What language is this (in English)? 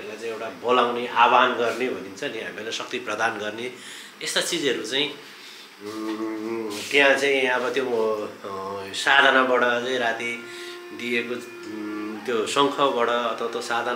Nepali